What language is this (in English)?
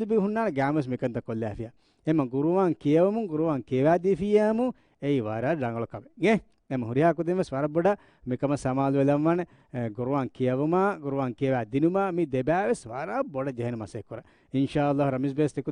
Divehi